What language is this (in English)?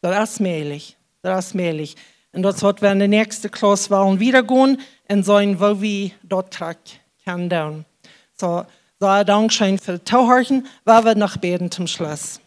Plautdietsch